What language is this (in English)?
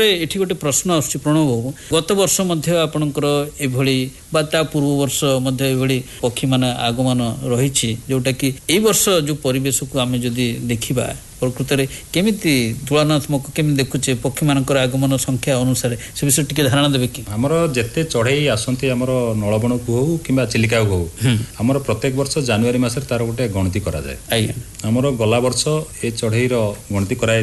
Odia